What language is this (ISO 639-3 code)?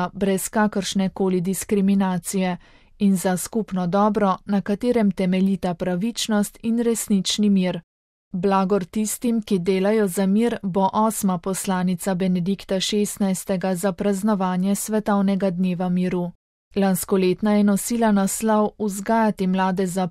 slv